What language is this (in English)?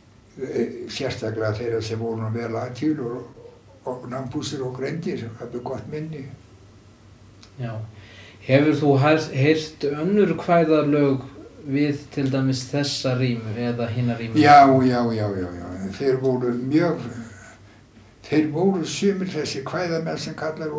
Icelandic